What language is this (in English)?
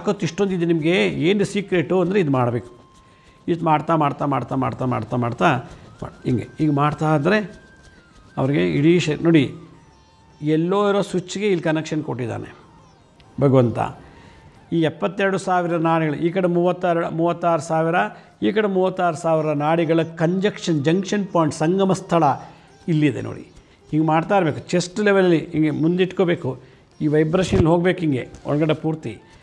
Kannada